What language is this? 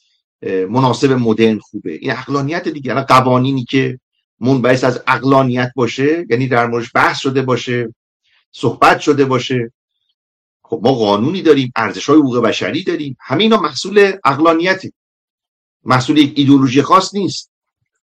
Persian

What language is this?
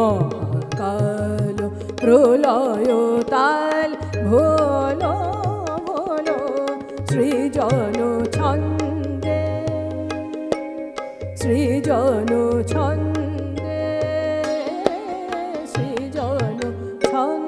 Bangla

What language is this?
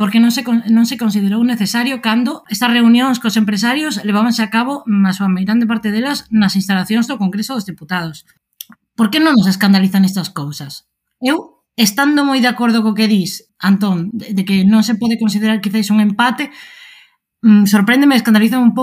Galician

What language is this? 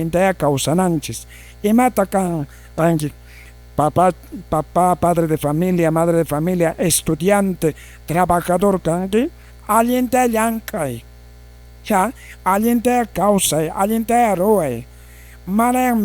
Quechua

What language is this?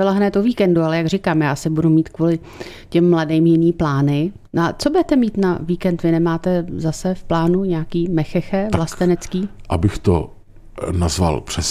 Czech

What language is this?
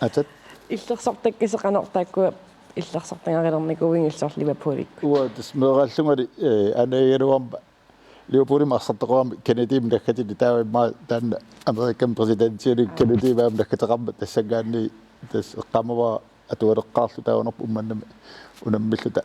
Kalaallisut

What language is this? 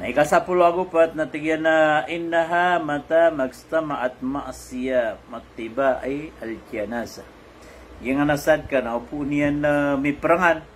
Maranao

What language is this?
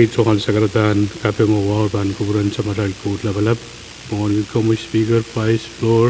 Pohnpeian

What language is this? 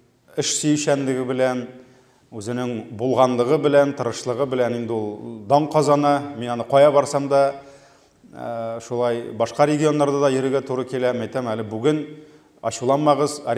Tatar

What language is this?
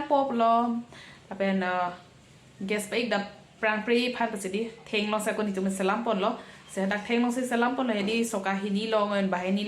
Karbi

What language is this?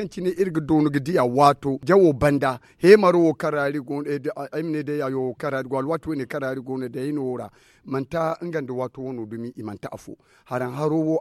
Zarma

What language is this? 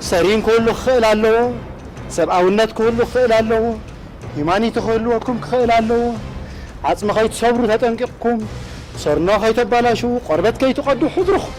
Tigrinya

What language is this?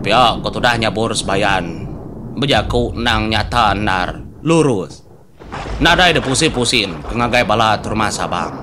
Iban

